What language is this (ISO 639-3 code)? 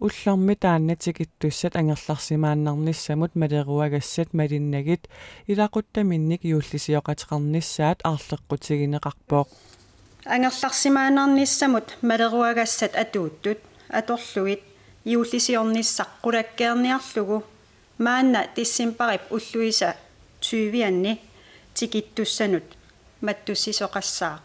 kal